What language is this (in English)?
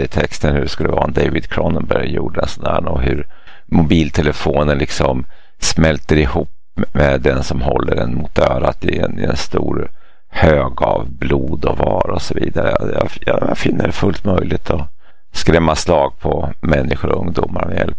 Swedish